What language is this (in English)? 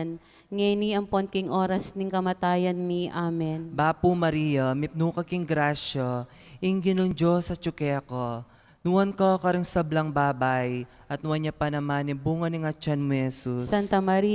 Pampanga